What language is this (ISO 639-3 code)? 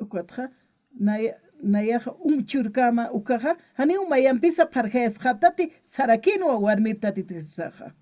aym